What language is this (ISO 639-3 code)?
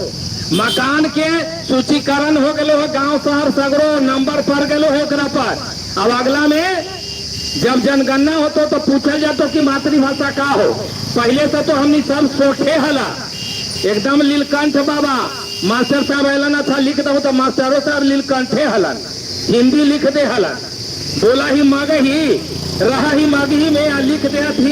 mag